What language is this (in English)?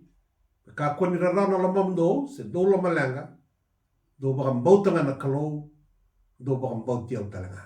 Fijian